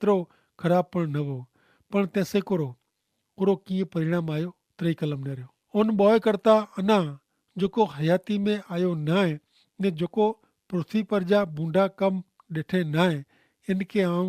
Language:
Kachhi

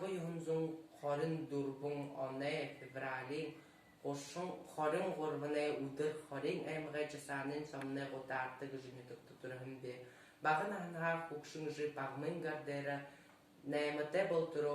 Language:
Buriat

